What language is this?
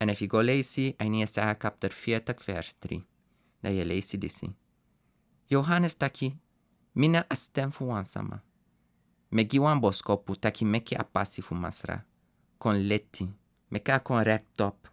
Sranan Tongo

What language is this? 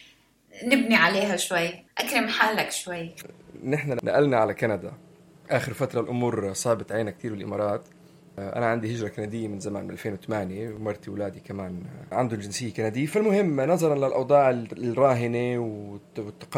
North Levantine Arabic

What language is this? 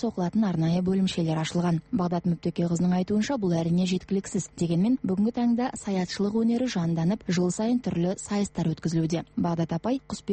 Kazakh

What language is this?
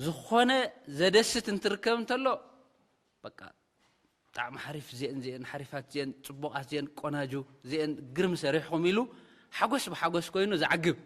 Tigrinya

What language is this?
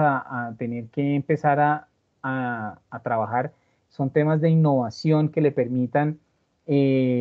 Spanish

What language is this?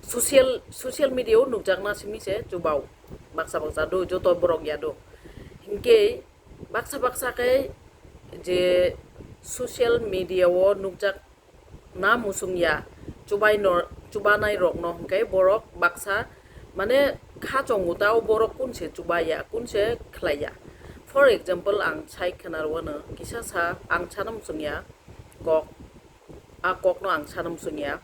Kok Borok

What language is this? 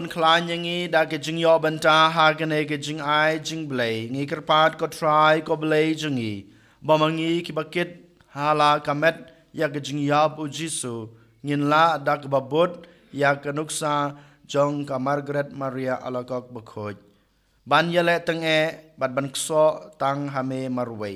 Khasi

